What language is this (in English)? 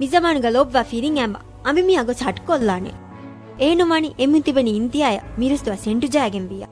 Divehi